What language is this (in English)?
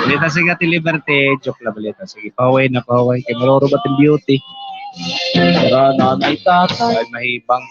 Waray